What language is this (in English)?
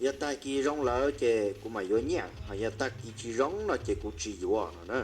Hmong